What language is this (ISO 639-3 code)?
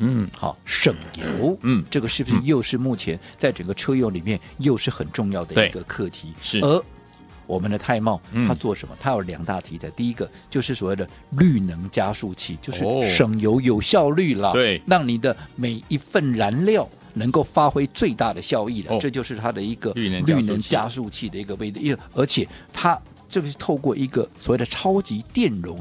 zho